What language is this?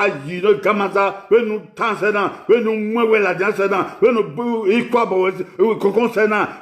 Bini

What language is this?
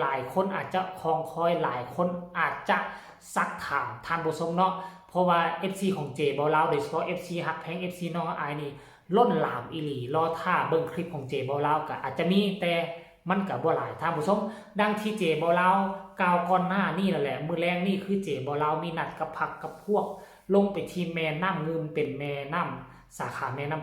Northeastern Thai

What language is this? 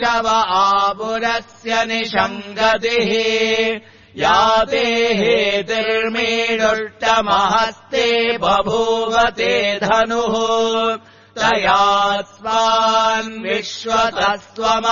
Sanskrit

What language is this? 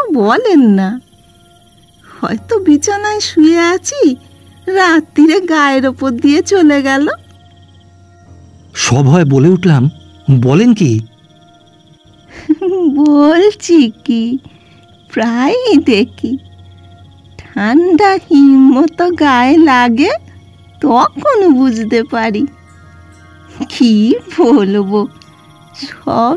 Bangla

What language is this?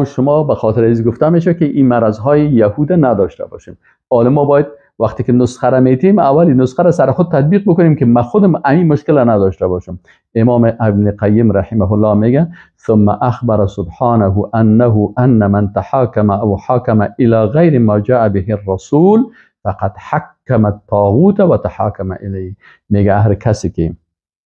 Persian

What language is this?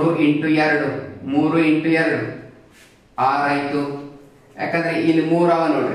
Kannada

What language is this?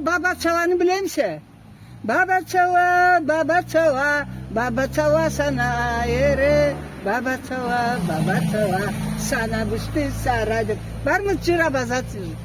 Karachay-Balkar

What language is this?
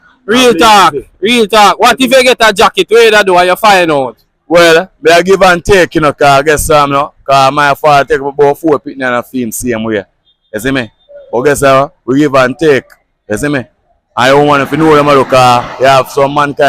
Jamaican Creole English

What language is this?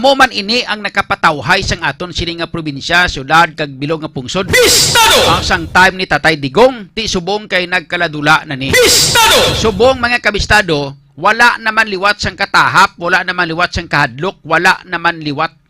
Hiligaynon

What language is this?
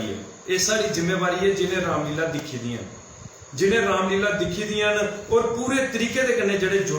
Dogri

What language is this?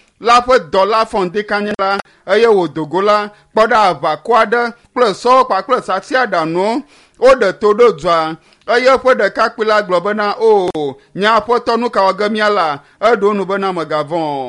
Ewe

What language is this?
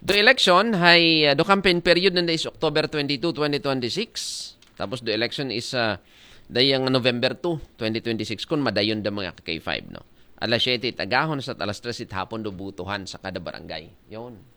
Aklanon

